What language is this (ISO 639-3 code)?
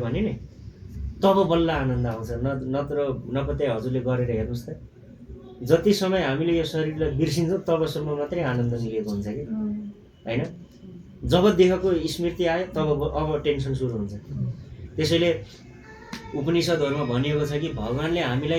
nep